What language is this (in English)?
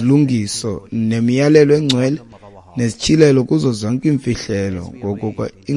Xhosa